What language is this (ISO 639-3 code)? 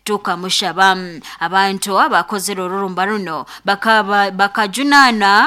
nyo